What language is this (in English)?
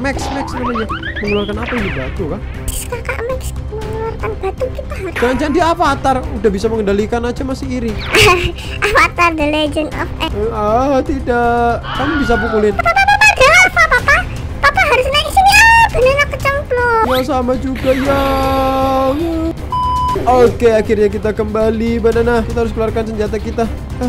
Indonesian